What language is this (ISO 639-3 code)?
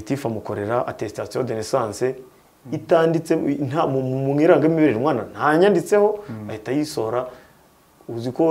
kin